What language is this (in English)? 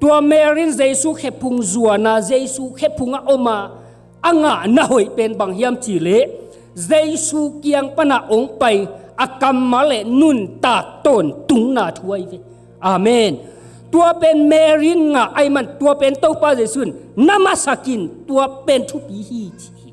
Tedim Chin